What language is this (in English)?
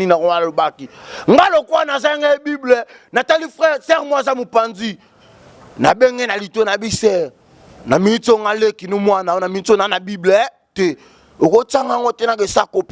Lingala